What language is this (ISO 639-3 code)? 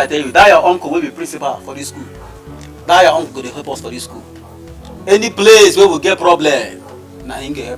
pcm